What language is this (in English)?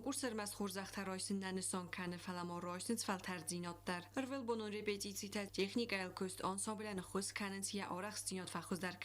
Ossetic